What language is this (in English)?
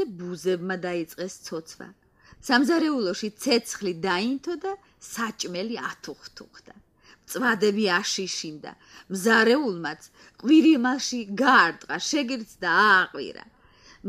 Georgian